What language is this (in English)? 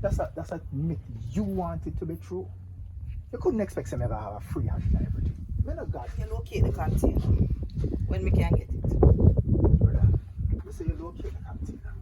Jamaican Creole English